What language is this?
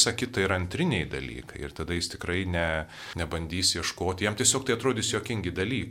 Lithuanian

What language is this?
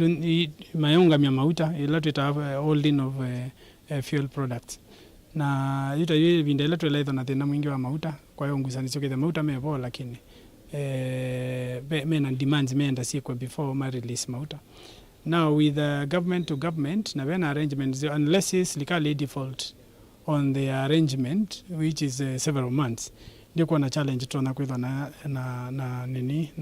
Kamba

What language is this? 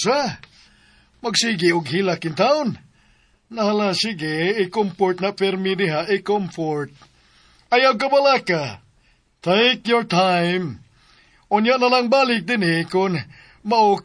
Cebuano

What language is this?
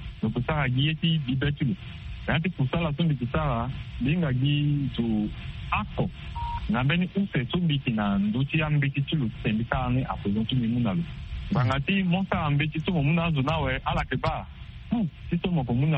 Sango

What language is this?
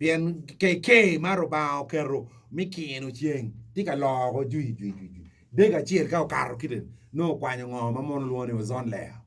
Acoli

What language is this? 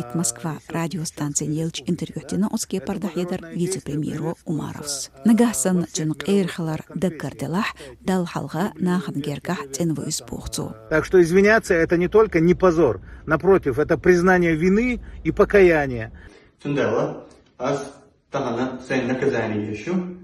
Chechen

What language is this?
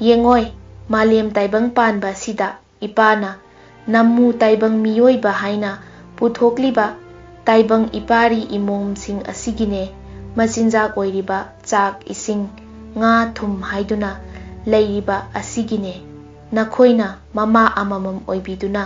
Manipuri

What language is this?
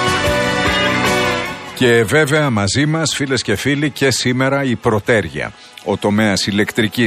Greek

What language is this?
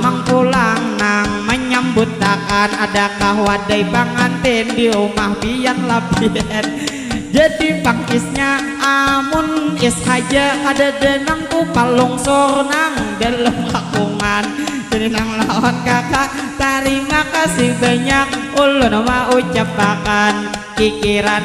Banjar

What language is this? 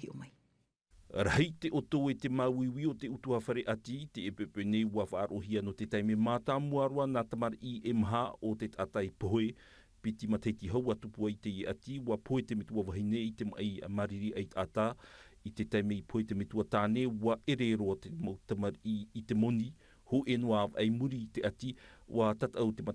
Tahitian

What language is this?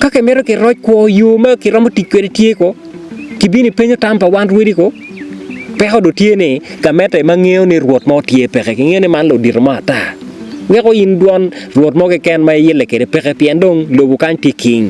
Acoli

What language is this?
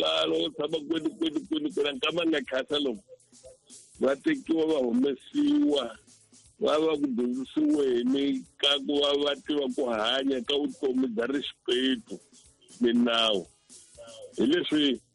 Tsonga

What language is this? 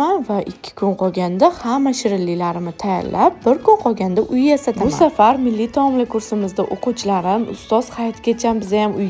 Uzbek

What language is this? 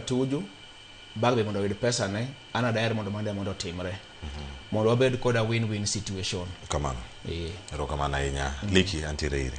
Luo (Kenya and Tanzania)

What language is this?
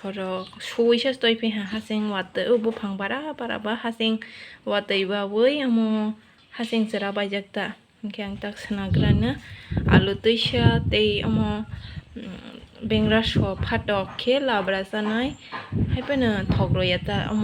Kok Borok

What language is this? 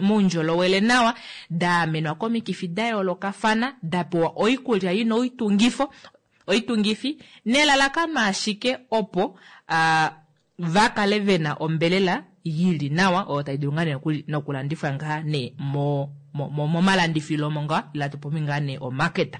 Kuanyama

